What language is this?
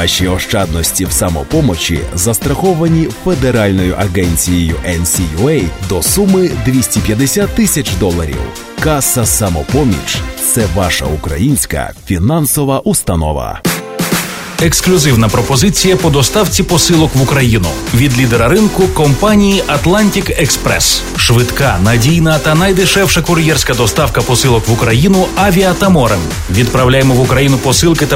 Ukrainian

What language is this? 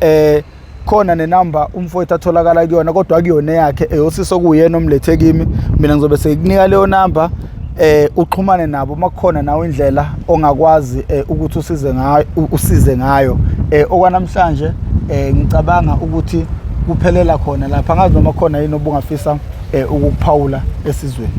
Zulu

